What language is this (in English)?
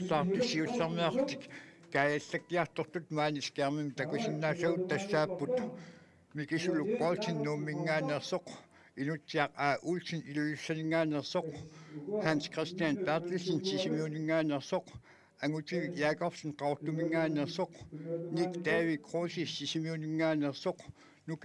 Kalaallisut